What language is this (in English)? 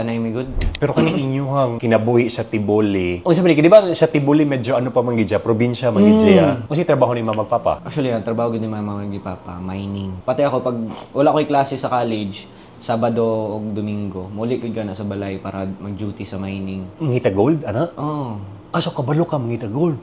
Cebuano